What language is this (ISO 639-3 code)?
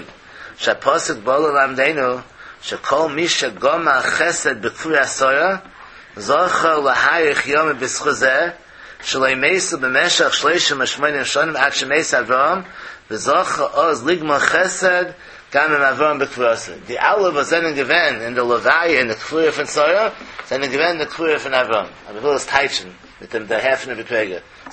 yid